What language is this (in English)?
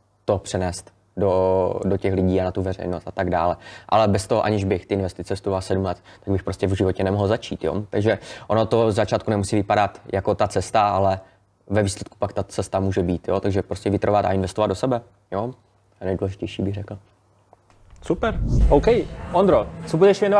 Czech